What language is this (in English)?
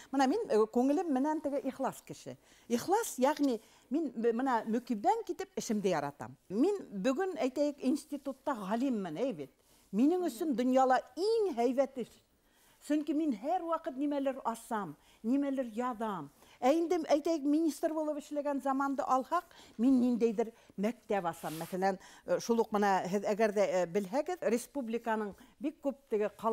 Bashkir